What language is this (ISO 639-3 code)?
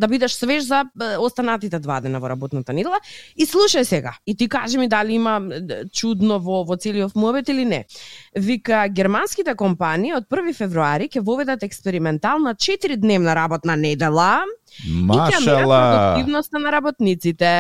mkd